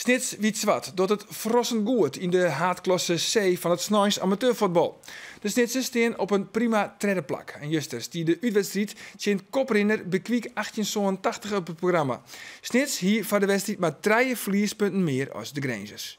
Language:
Western Frisian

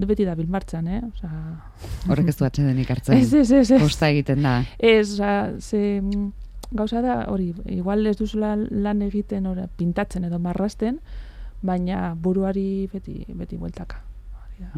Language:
Basque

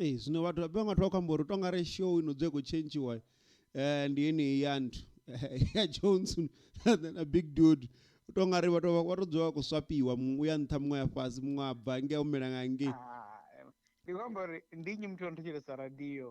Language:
Venda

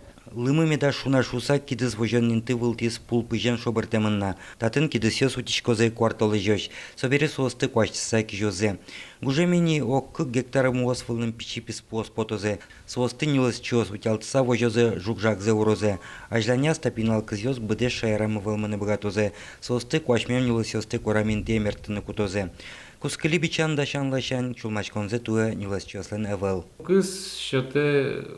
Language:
Udmurt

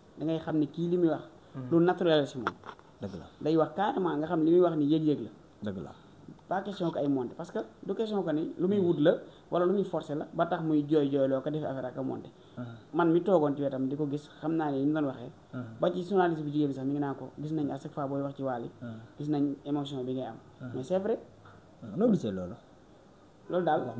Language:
Wolof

